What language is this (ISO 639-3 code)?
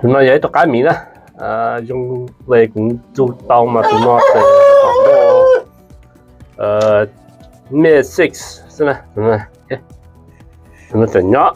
hmn